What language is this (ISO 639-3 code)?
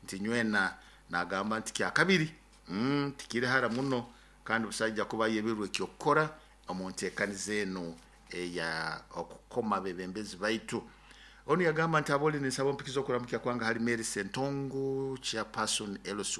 nyo